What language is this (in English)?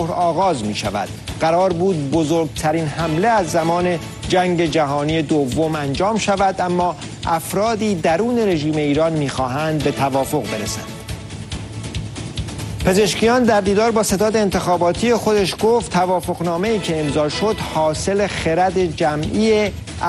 Persian